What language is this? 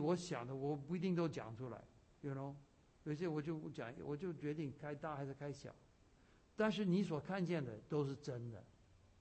Chinese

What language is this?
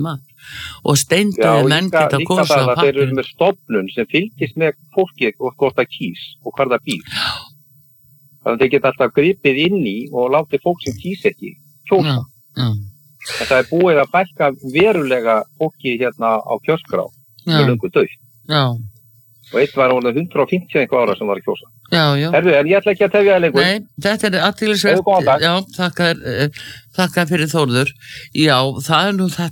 Icelandic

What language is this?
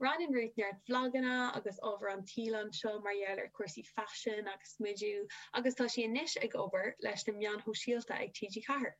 Irish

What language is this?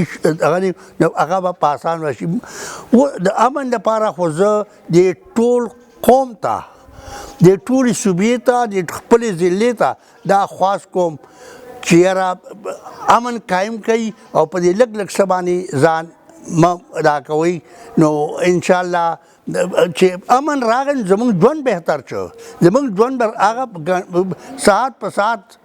Pashto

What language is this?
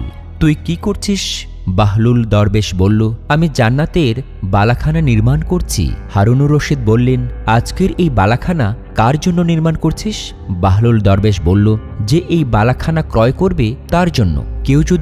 Bangla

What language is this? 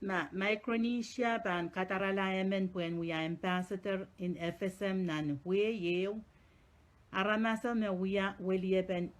Pohnpeian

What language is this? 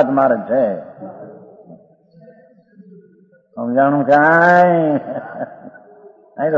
Gujarati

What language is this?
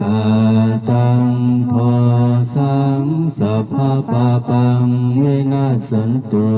Pali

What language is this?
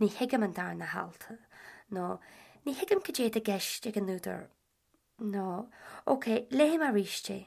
Irish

